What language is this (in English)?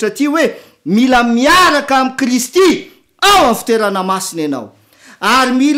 Malagasy